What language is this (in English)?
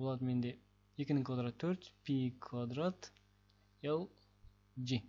Kazakh